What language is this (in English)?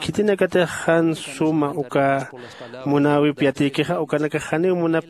Aymara